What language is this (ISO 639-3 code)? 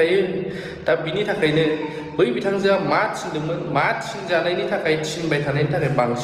brx